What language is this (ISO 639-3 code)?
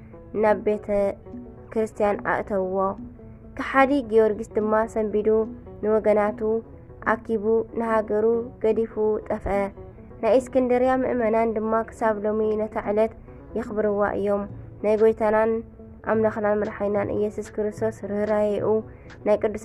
tir